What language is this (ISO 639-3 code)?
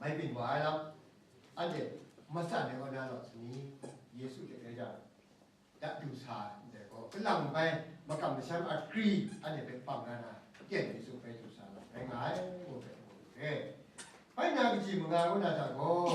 kac